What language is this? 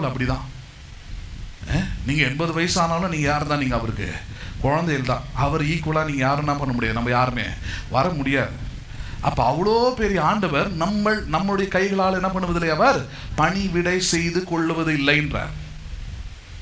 Tamil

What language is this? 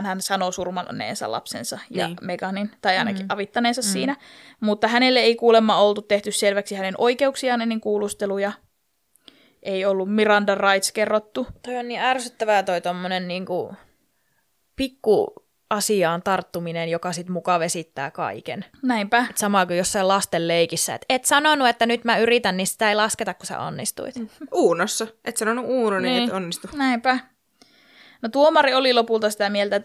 Finnish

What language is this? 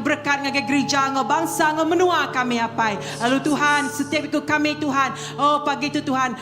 Iban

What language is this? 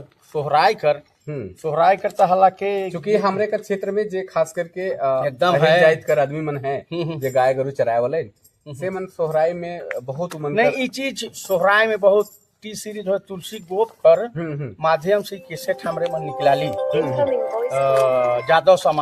Sadri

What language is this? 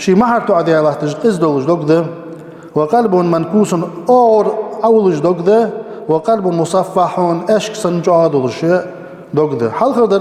Ingush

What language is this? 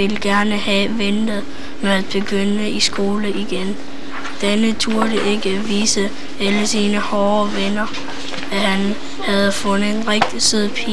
Danish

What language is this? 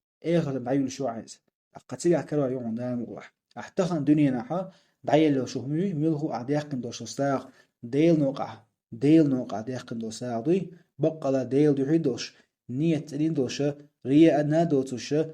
Chechen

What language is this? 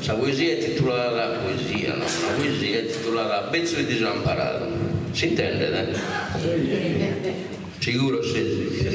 Sardinian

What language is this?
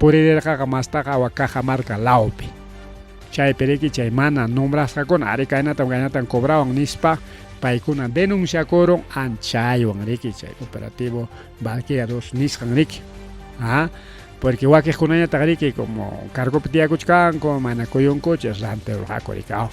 Ayacucho Quechua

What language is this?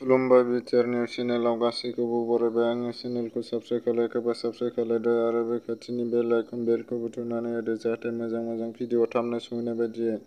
Bodo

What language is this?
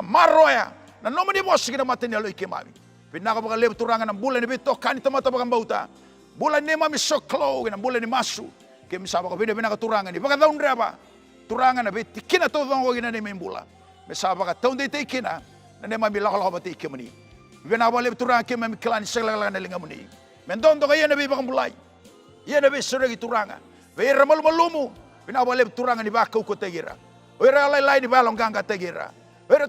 Fijian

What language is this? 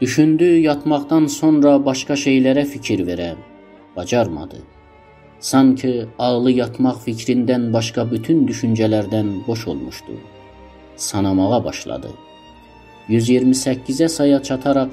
South Azerbaijani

